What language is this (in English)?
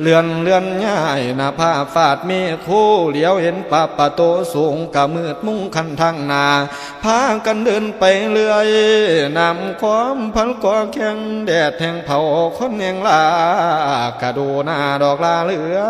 Northeastern Thai